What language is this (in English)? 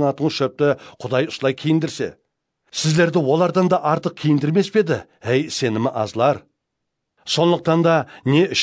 Kara-Kalpak